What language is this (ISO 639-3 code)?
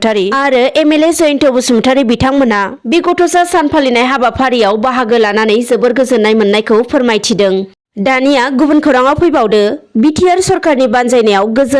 brx